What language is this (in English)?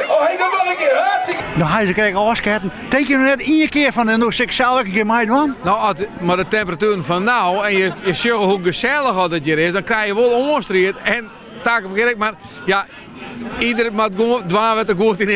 Western Frisian